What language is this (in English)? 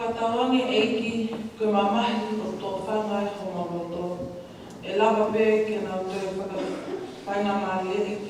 Tongan